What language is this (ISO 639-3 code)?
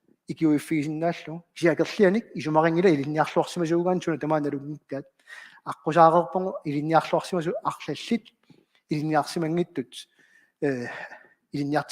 kal